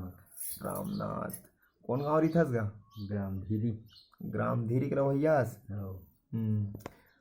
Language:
Chhattisgarhi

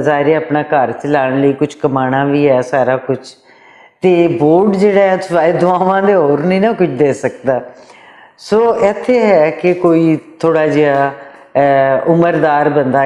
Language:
Western Panjabi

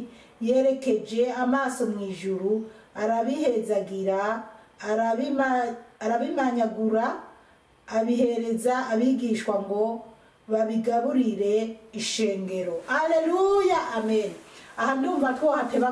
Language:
Rundi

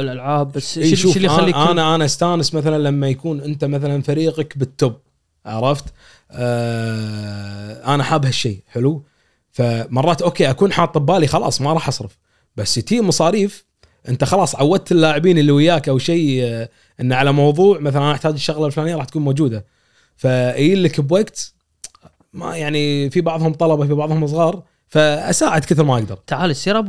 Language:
Gulf Arabic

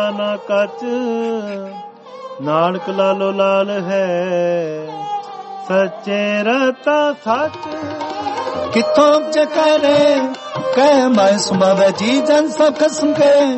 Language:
Punjabi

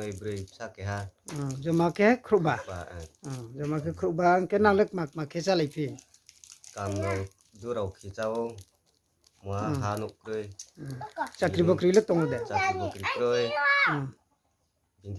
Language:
Riang (India)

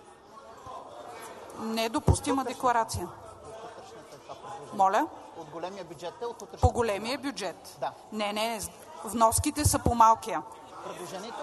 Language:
Bulgarian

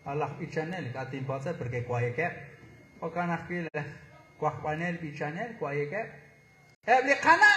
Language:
Kekchí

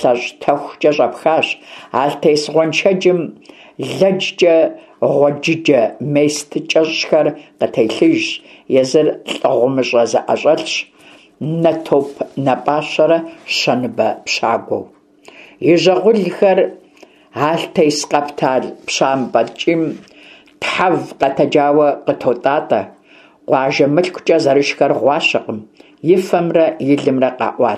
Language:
Kabardian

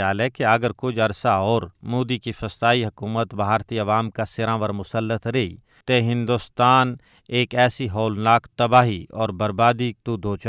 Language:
Gujari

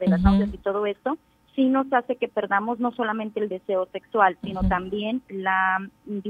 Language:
Spanish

